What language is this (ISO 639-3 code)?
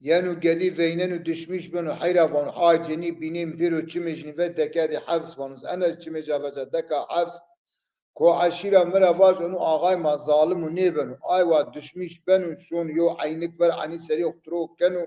zza